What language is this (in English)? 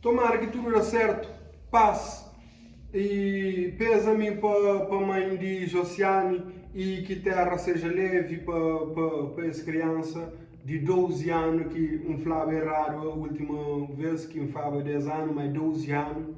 Kabuverdianu